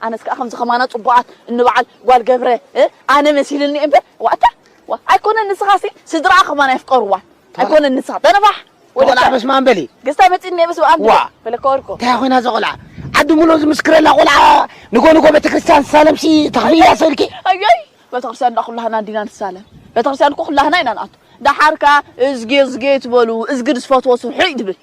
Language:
Tigrinya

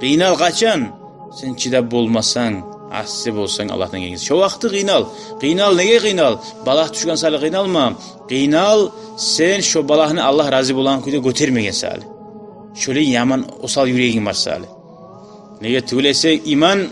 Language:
Kumyk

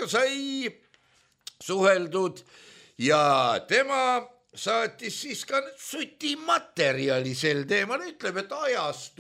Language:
Estonian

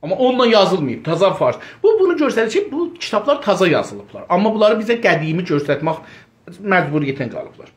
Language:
South Azerbaijani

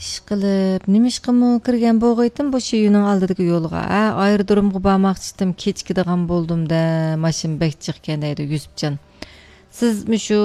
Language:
Uyghur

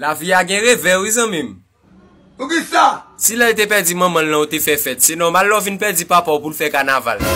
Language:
Haitian Creole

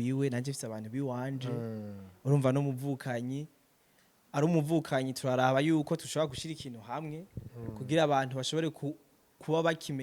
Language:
Rundi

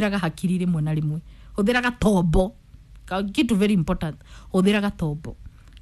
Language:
Kikuyu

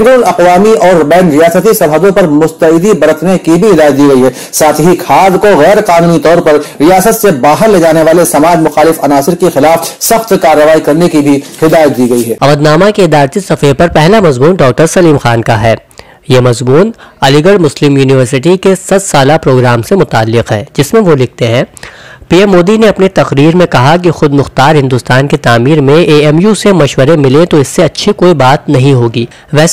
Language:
Urdu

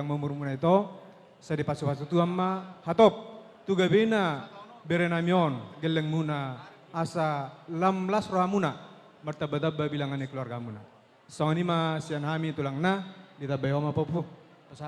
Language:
Batak Toba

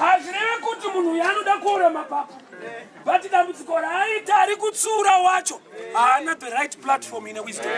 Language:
Shona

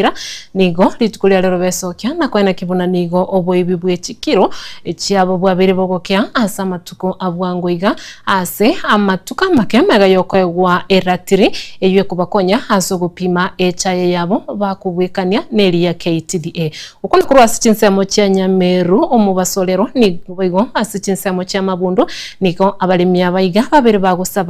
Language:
Gusii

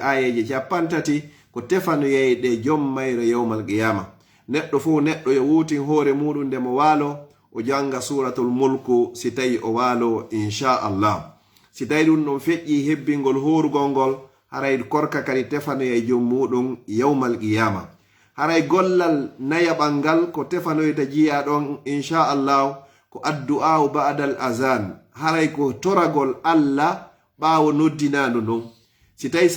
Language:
Fula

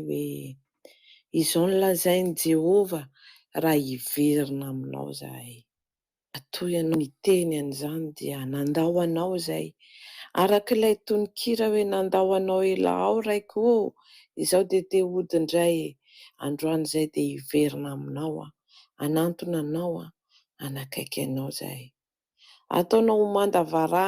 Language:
Malagasy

